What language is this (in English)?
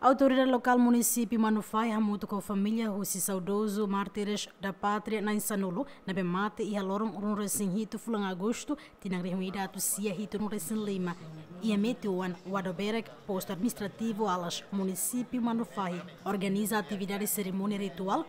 Tetum